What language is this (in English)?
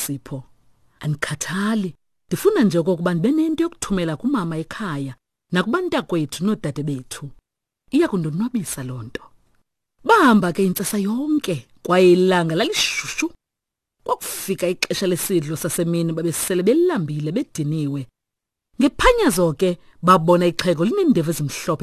Xhosa